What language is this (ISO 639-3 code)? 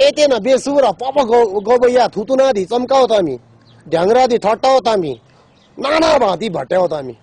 nep